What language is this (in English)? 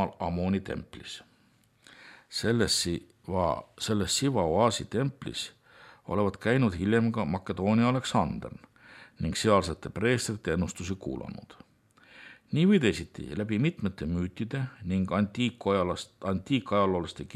Estonian